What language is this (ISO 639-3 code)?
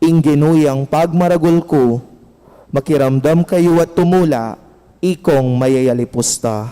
pam